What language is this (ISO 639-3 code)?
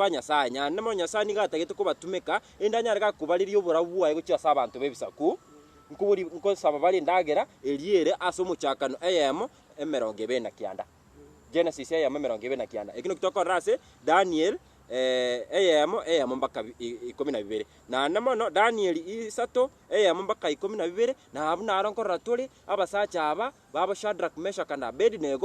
guz